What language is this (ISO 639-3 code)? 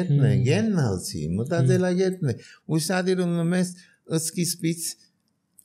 hye